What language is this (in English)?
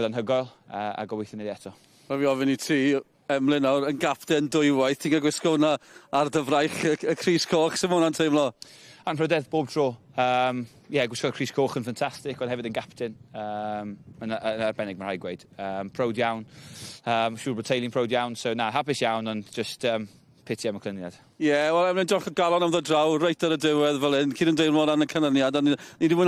Welsh